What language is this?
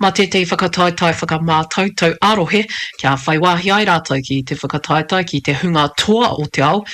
Māori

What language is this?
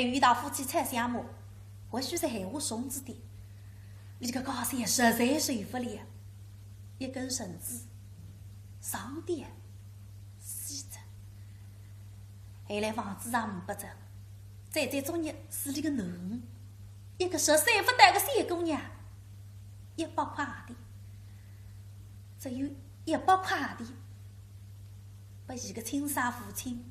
Wu Chinese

